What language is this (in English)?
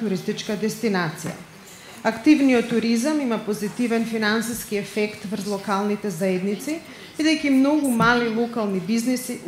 Macedonian